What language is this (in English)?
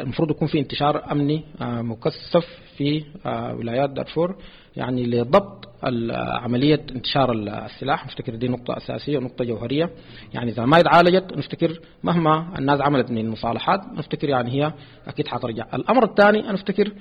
Sudanese Arabic